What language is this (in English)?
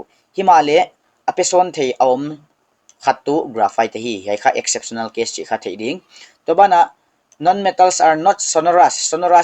Paite Chin